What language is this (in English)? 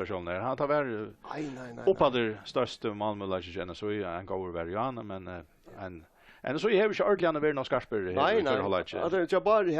Faroese